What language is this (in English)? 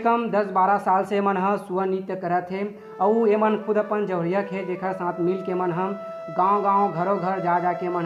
Chhattisgarhi